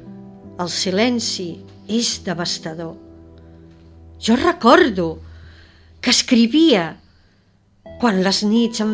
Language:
Catalan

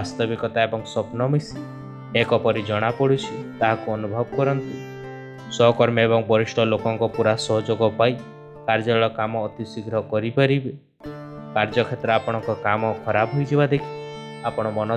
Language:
Odia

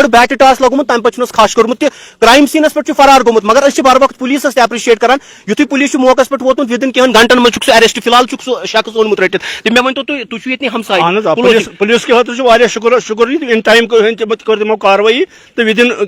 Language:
Kashmiri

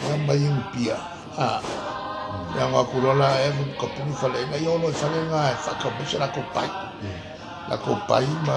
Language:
Samoan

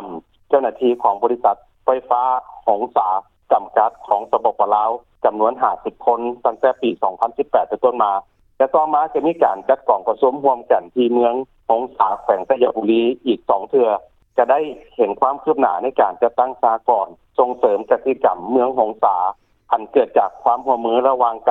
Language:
Lao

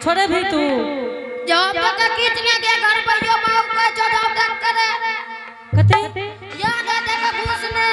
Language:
Angika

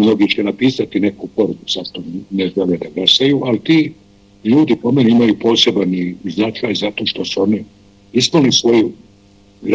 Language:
Bosnian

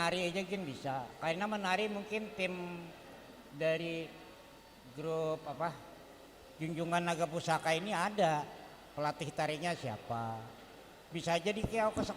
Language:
Banjar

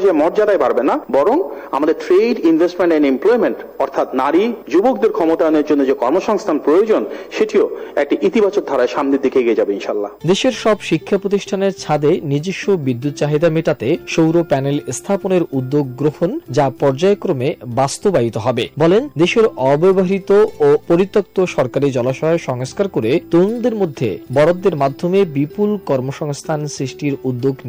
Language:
Bangla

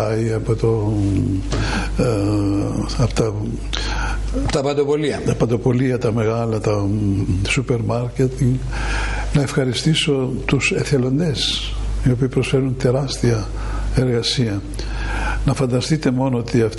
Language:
Greek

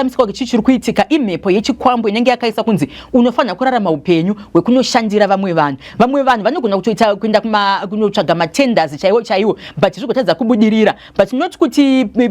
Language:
Shona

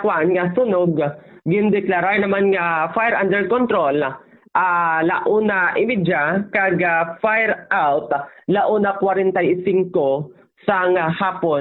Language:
Hiligaynon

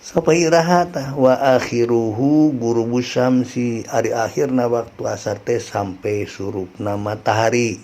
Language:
Sundanese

